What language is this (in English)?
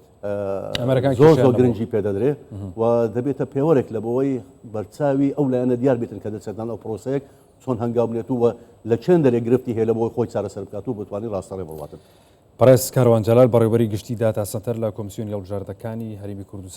Central Kurdish